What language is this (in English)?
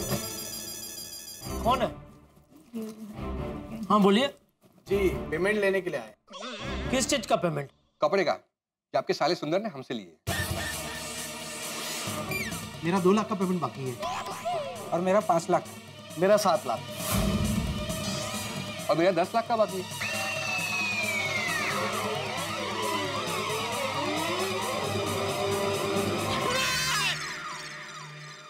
Hindi